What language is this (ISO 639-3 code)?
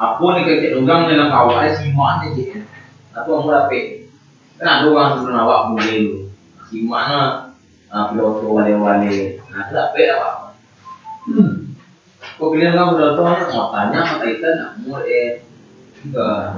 min